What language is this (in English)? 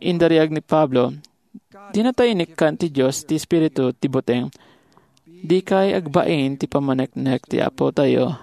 Iloko